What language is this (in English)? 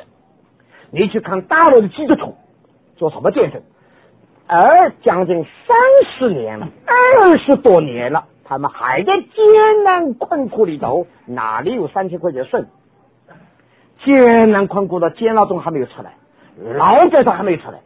Chinese